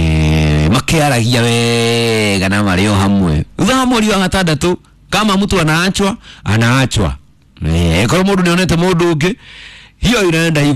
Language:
Kikuyu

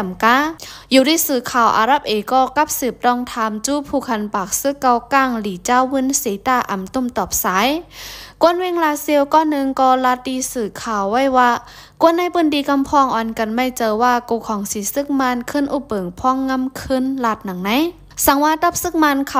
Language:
Lao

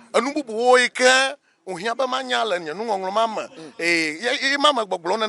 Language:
Ewe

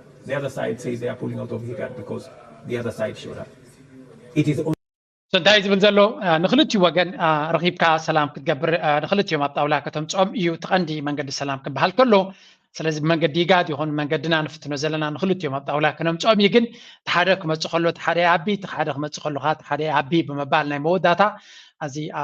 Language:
Tigrinya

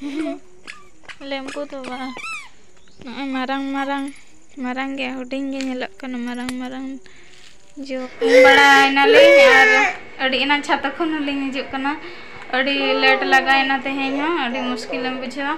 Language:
Santali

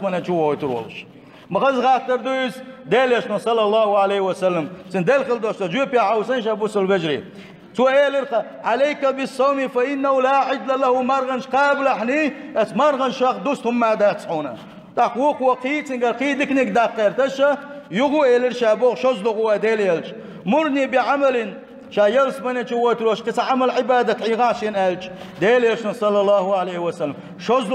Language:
Chechen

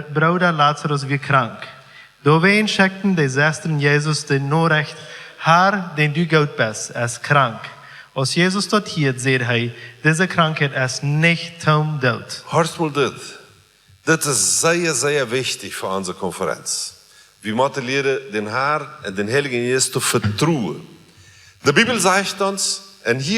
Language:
Plautdietsch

